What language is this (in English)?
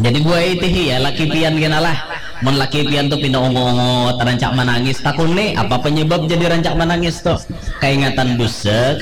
Banjar